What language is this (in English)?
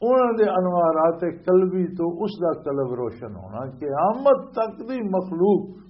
Western Panjabi